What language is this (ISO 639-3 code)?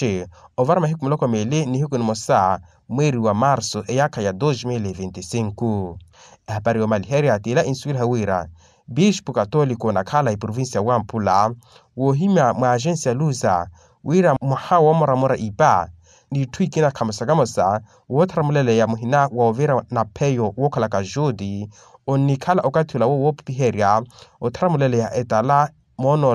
vmw